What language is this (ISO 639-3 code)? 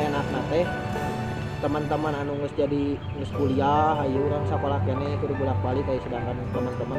sun